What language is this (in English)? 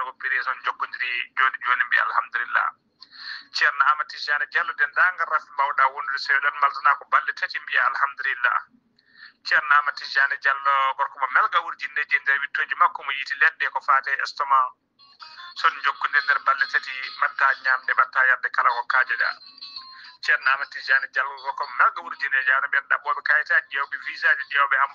Fula